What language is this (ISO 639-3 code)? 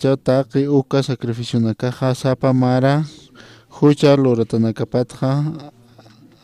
aym